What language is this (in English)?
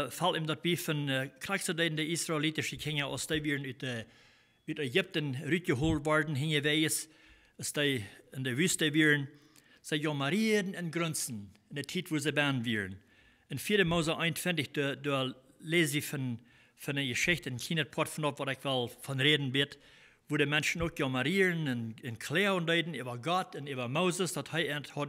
Plautdietsch